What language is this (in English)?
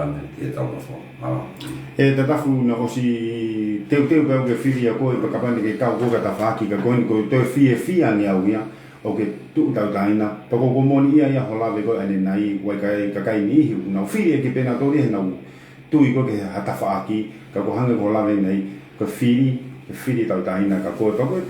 Tongan